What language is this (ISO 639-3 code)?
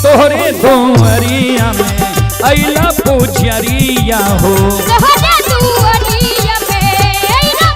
mai